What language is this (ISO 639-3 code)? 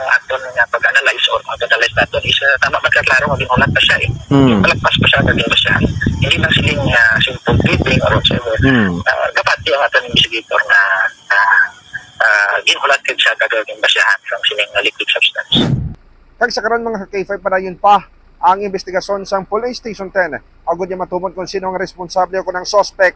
hil